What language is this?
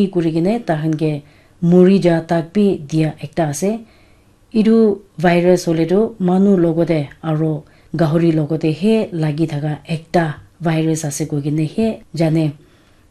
Naga Pidgin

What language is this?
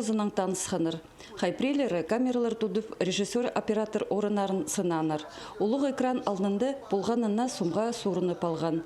Khakas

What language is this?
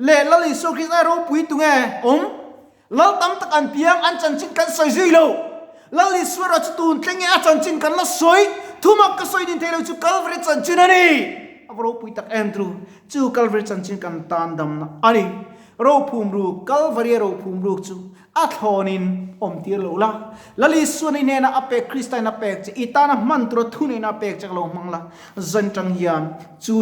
Mizo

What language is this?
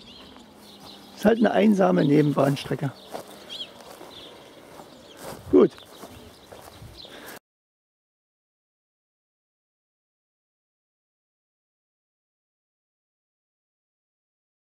German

